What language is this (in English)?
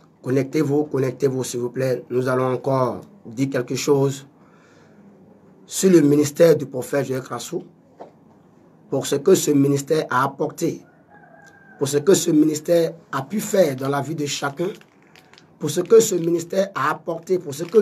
French